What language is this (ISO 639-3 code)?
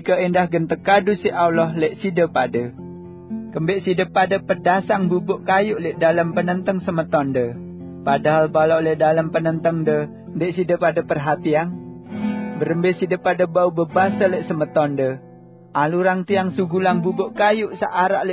sas